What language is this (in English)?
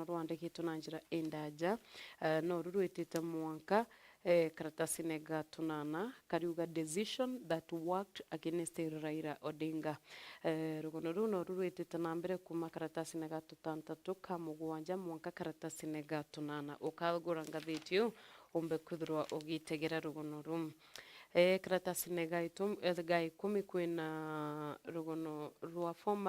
Meru